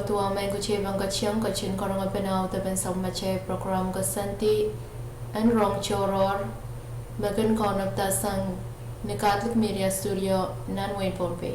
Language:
Pohnpeian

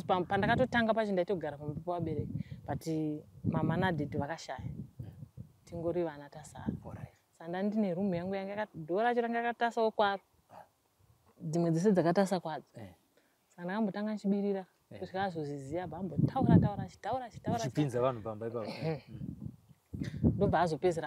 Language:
Shona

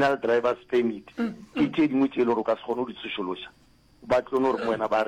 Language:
Northern Sotho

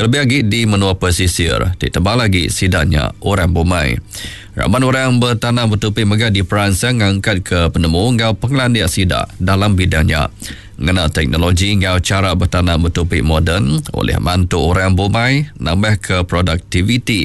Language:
Iban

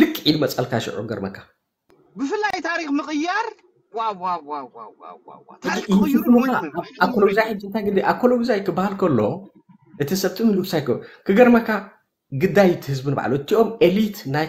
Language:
Tigrinya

